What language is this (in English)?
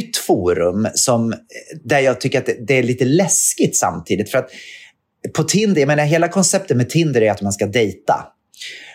Swedish